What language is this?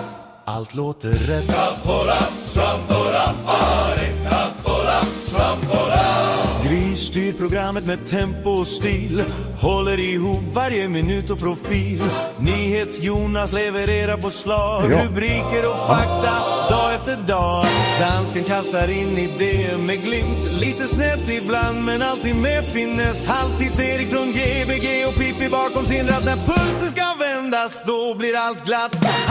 Swedish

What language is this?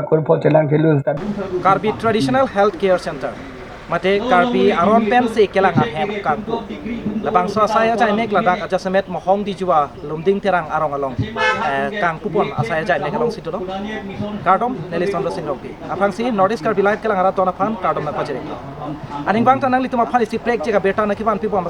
Karbi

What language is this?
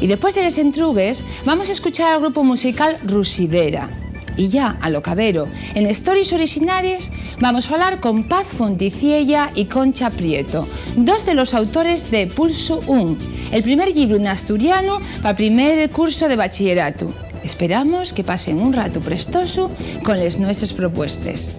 Asturian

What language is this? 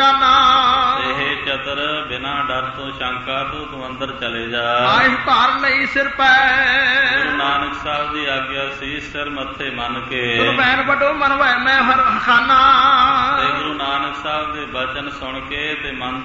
Punjabi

